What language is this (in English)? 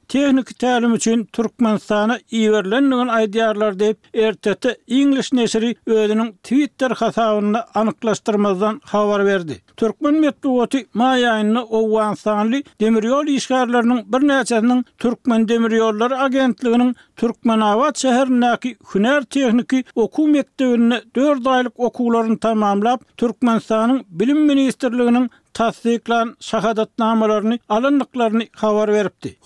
Turkmen